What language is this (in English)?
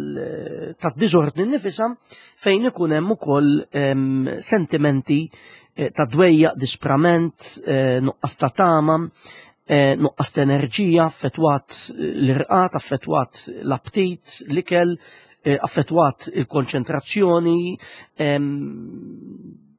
Maltese